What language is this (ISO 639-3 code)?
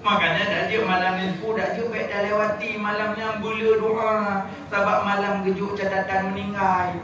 ace